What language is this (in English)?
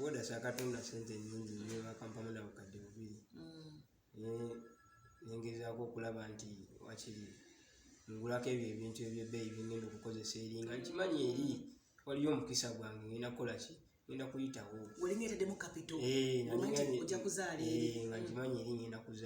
Ganda